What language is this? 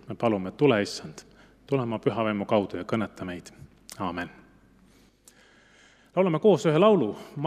Estonian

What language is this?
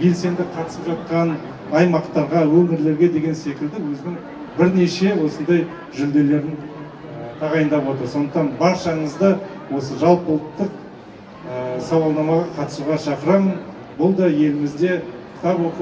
Kazakh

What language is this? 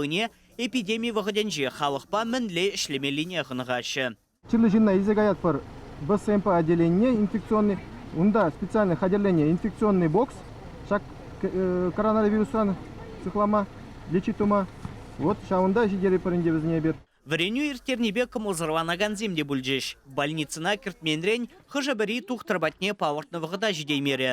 Chuvash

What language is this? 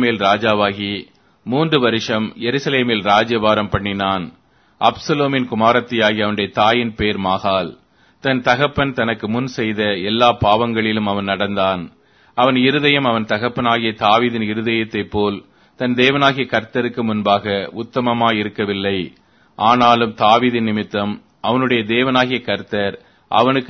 Tamil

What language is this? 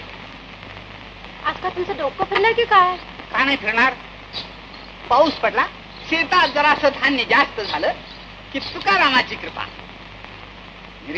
Marathi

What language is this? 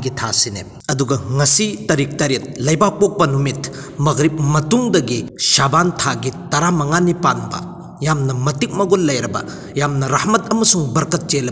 Manipuri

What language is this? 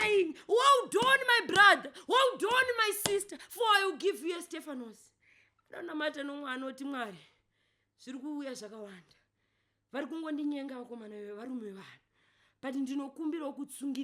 Shona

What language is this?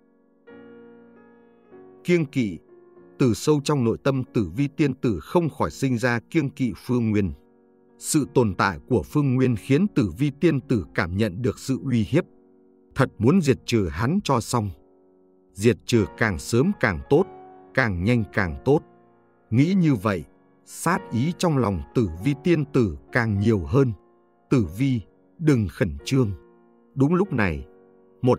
Vietnamese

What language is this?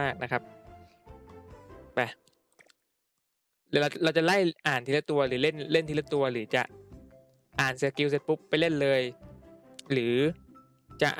Thai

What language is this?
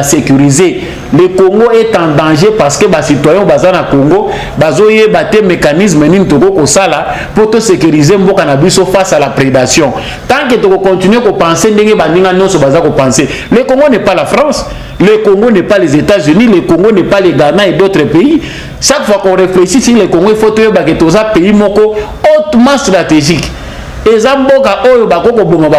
Lingala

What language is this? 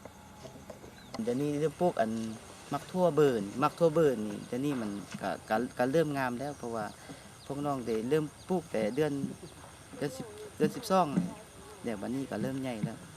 Lao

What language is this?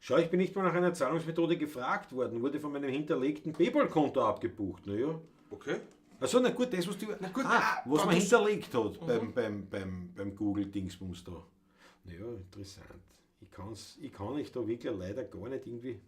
Bavarian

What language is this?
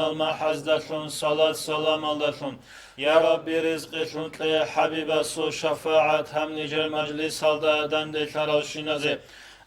Avaric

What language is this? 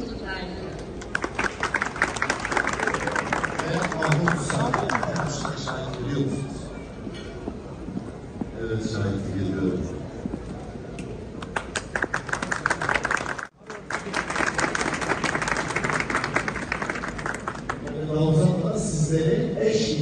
Turkish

